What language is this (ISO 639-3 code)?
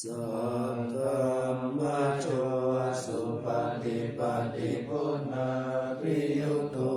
pli